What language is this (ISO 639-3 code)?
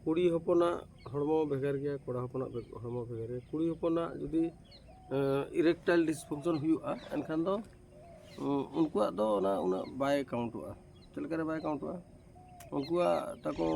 sat